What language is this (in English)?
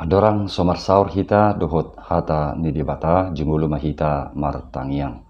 Batak Toba